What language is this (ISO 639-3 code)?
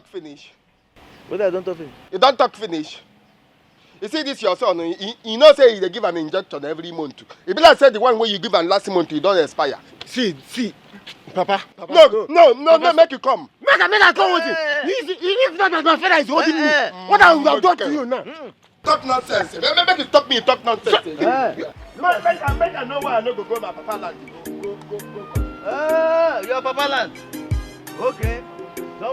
pcm